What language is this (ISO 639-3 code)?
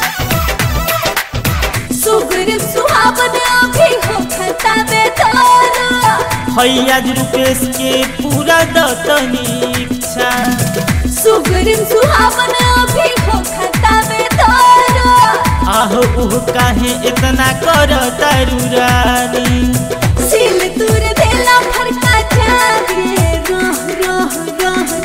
bho